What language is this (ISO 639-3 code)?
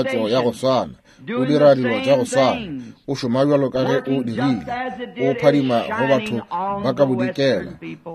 nso